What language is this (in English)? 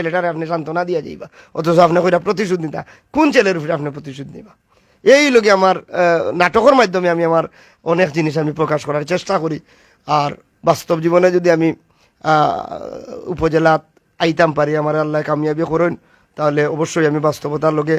Sylheti